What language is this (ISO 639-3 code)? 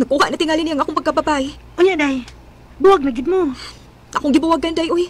ceb